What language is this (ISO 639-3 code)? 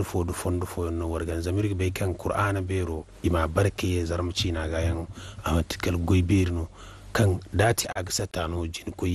dje